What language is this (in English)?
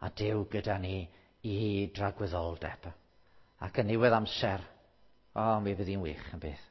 Welsh